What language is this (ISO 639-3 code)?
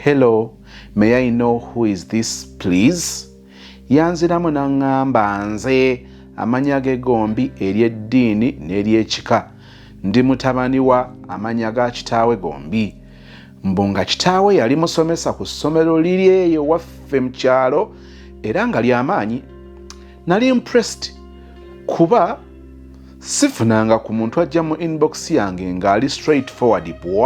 lug